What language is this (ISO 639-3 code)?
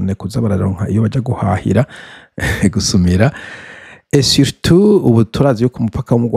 run